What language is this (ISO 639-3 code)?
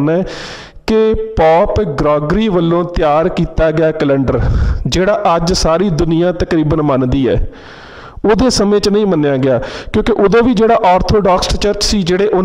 pan